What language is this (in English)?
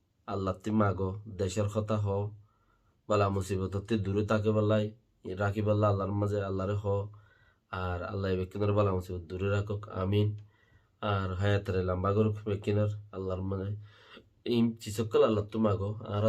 Rohingya